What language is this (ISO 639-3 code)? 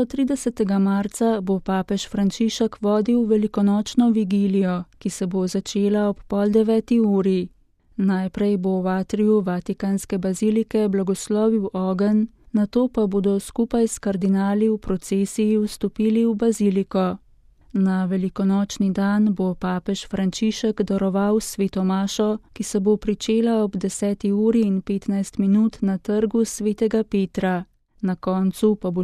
slv